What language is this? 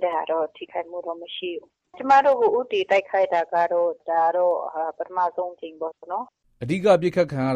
Burmese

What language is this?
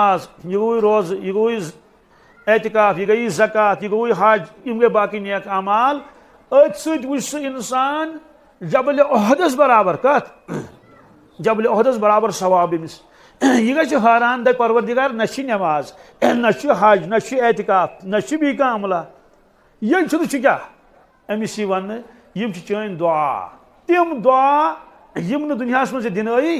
Kashmiri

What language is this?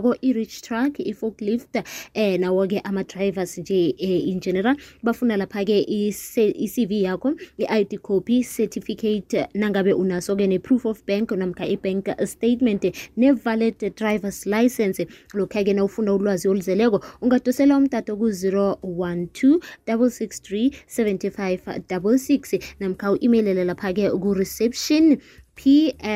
South Ndebele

